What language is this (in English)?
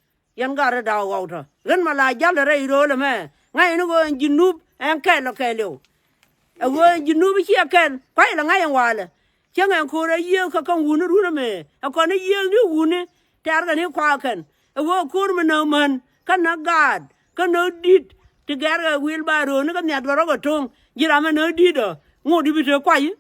Nuer